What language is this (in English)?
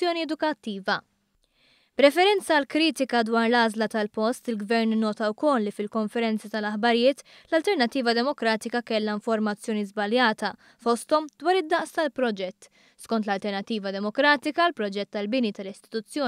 Maltese